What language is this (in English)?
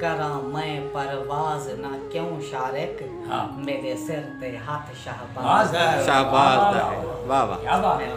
Saraiki